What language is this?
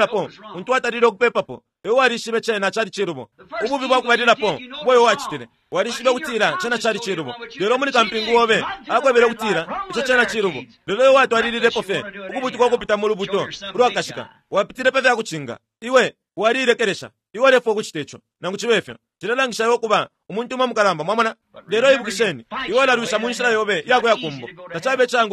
Bemba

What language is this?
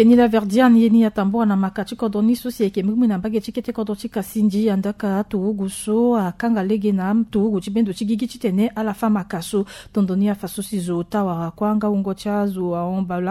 Sango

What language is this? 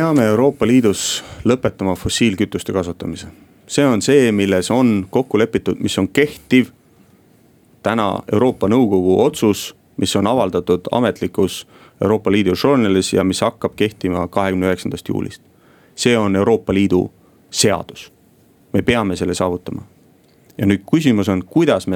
Estonian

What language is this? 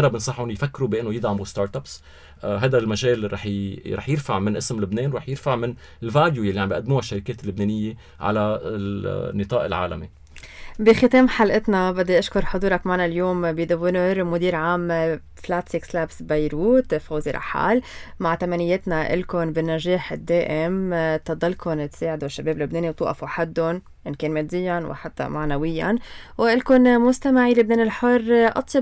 North Levantine Arabic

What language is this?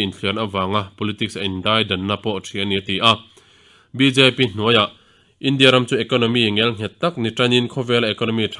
Mizo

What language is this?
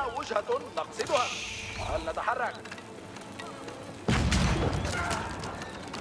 Arabic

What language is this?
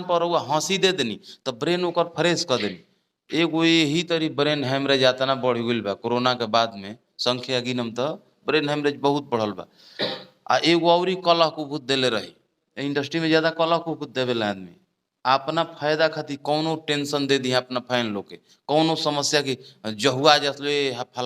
Bhojpuri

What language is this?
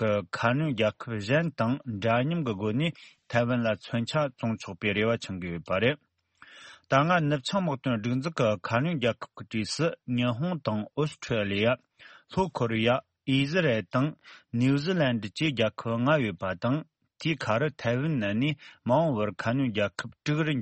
Tibetan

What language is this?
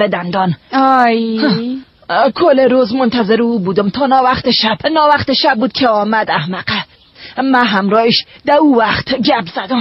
Persian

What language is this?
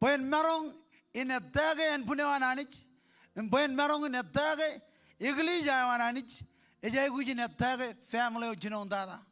Marshallese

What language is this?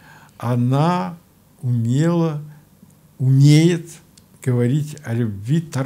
Russian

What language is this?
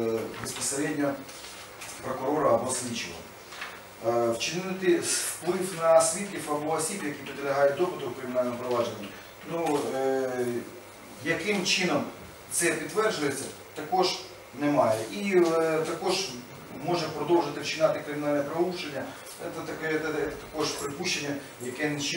Ukrainian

